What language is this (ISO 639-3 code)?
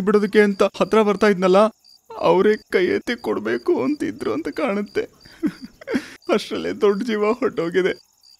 kan